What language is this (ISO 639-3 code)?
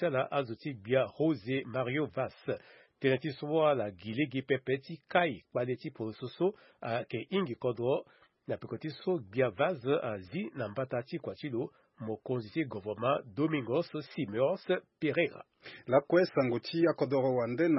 sag